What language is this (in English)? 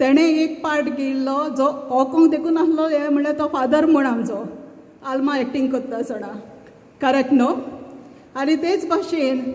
Konkani